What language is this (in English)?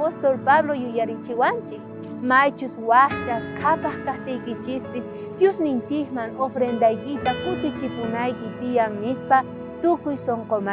South Bolivian Quechua